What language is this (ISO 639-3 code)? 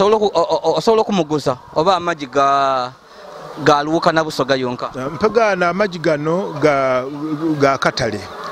lug